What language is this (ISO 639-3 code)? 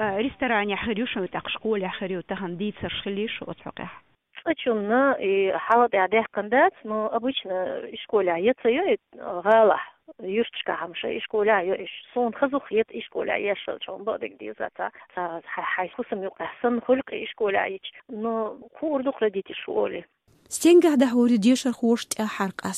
che